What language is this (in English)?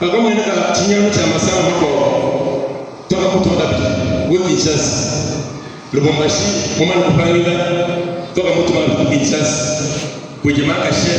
Luba-Lulua